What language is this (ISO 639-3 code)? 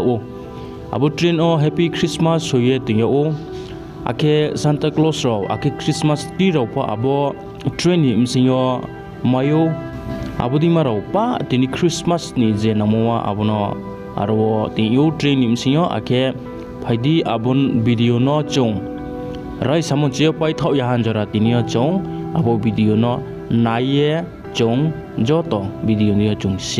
ria